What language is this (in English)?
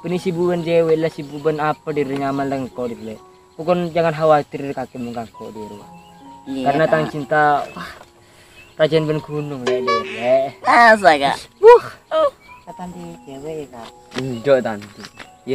Madurese